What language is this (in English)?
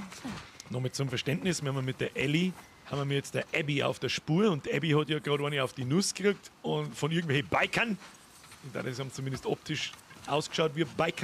Bavarian